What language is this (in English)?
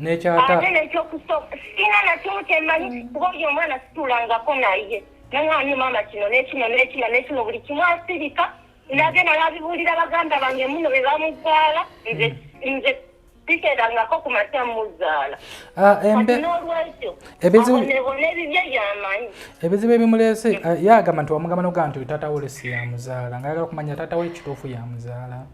Ganda